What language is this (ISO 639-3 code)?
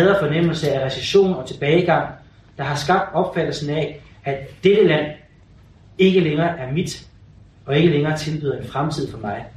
dan